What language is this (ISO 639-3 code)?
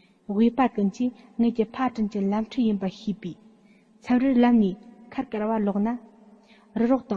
bod